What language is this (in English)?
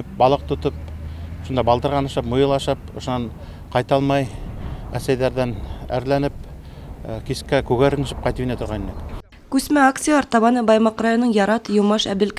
Bashkir